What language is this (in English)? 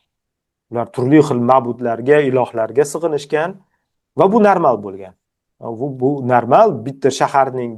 Uzbek